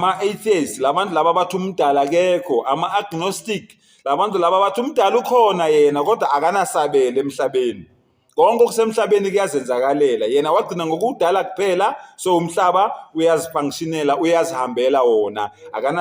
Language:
Zulu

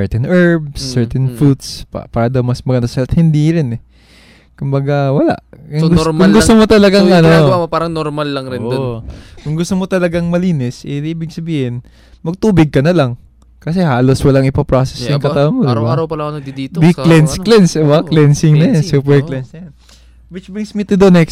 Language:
Filipino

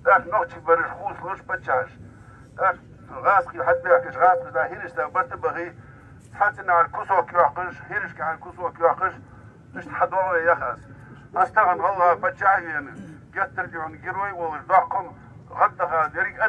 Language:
Ingush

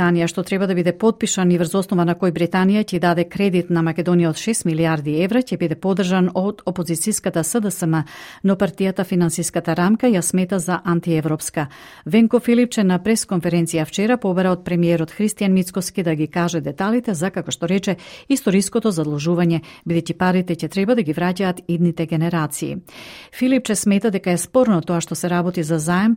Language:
Macedonian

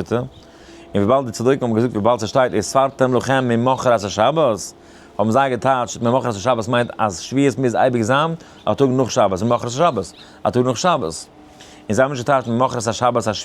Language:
Yiddish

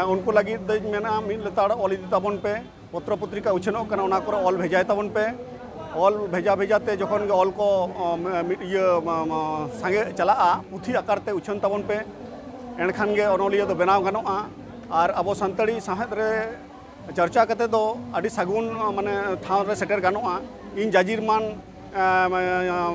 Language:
Santali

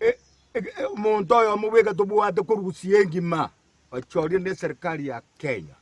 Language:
Gusii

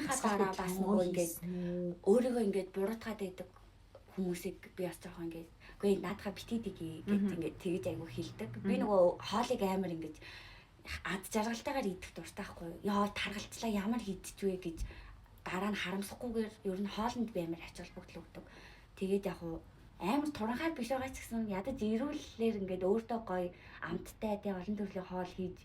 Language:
Mongolian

